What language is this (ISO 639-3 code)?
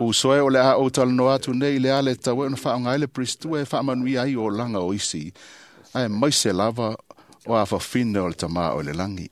smo